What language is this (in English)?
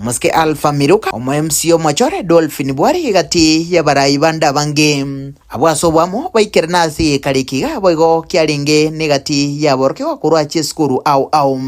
Gusii